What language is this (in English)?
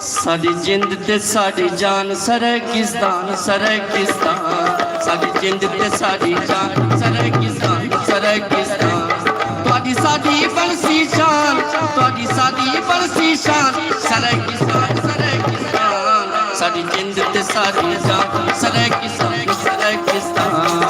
Saraiki